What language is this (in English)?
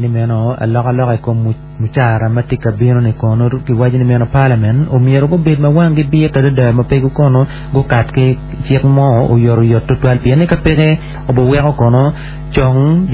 Acoli